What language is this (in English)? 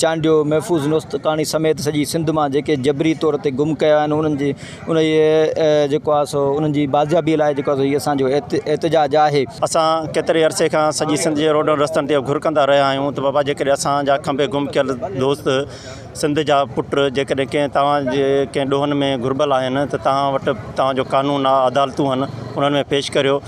Sindhi